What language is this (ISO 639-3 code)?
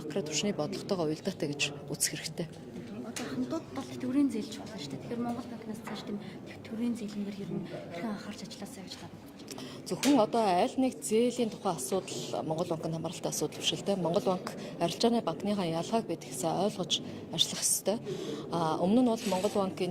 mon